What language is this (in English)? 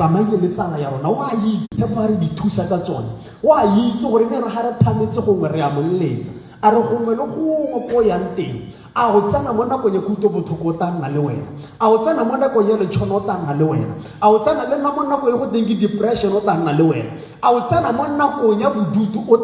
Tswana